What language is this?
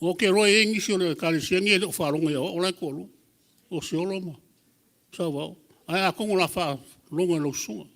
Samoan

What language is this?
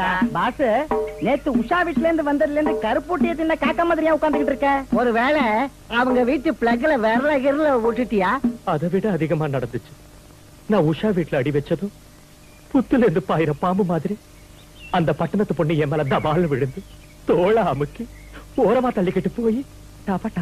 Tamil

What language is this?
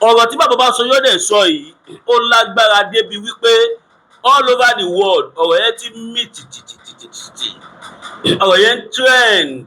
Yoruba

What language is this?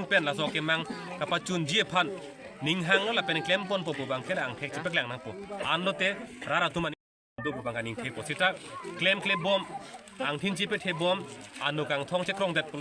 Karbi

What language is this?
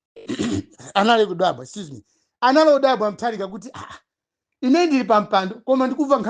Nyanja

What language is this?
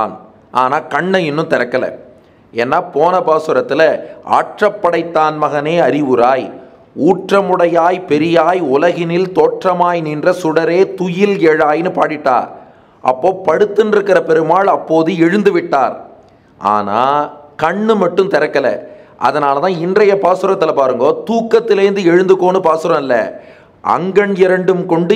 Tamil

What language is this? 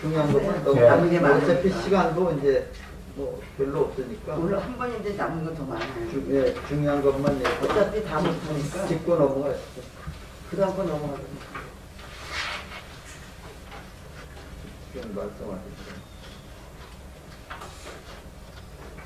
Korean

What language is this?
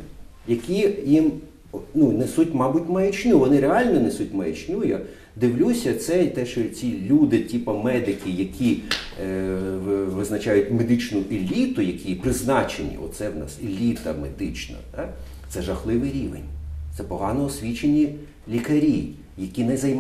Ukrainian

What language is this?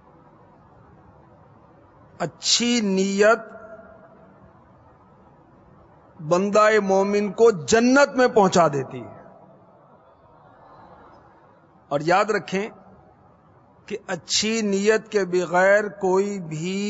Urdu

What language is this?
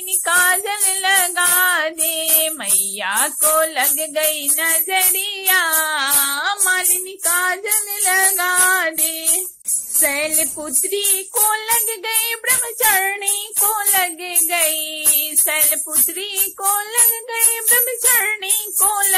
Bhojpuri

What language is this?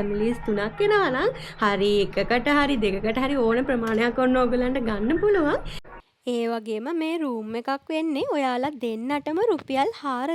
Sinhala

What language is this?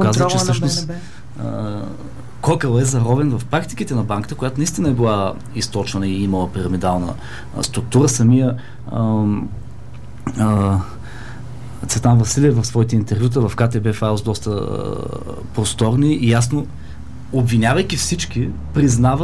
Bulgarian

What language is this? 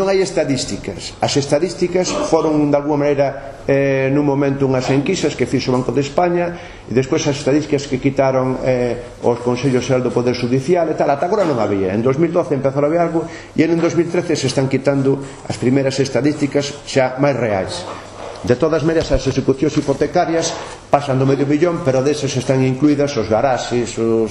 Galician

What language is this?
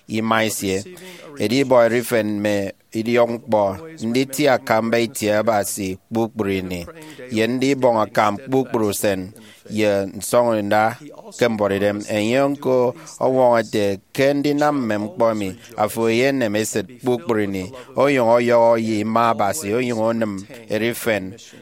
Efik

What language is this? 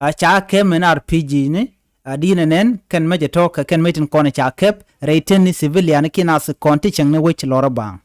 Nuer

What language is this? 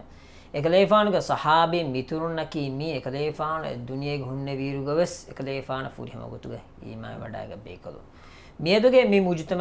Divehi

